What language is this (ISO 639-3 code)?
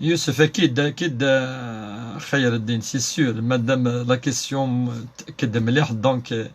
kab